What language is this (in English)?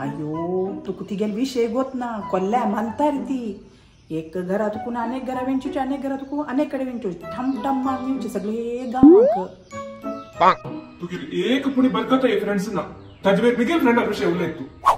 Konkani